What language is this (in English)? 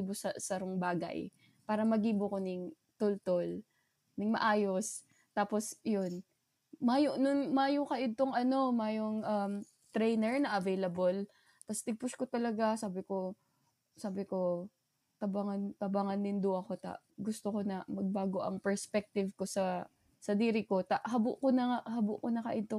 Bikol